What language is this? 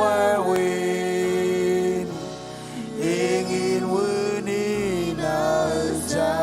Marshallese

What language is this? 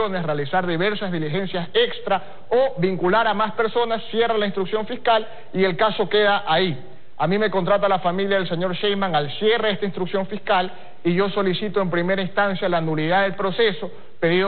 Spanish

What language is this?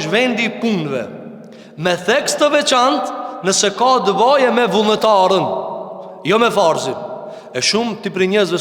Albanian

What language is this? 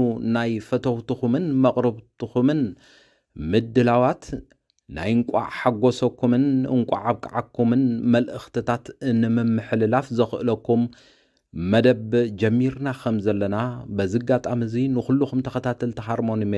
Tigrinya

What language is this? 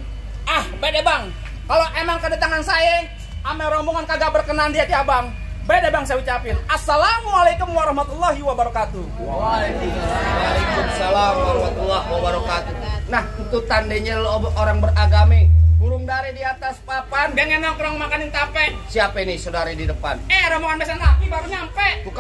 Betawi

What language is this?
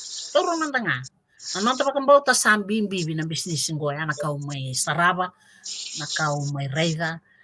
Fijian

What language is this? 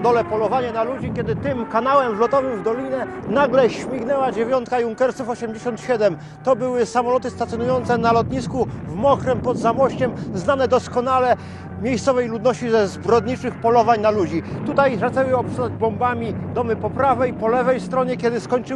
Polish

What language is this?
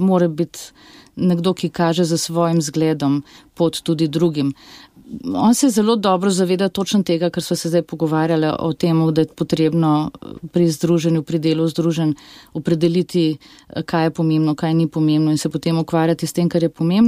Slovenian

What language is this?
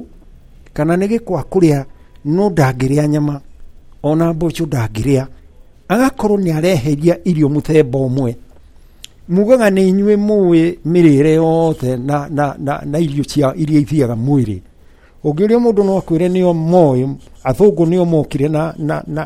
Kikuyu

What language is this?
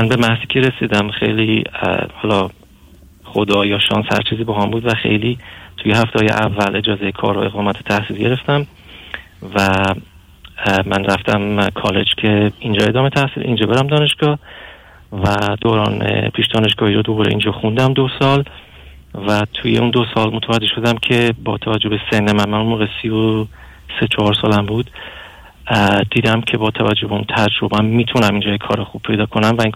Persian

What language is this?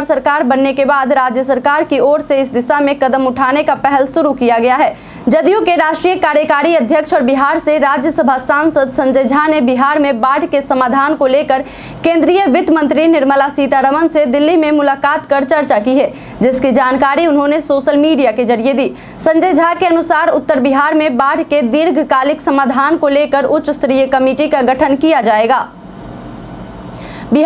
Hindi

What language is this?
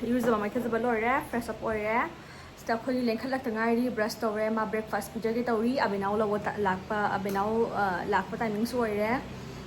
Manipuri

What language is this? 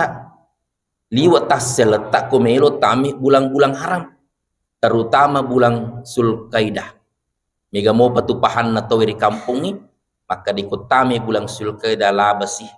Buginese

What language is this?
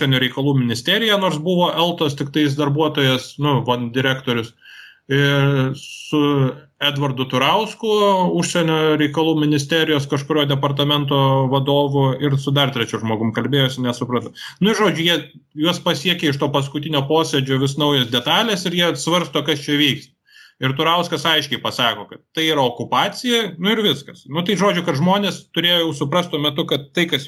Lithuanian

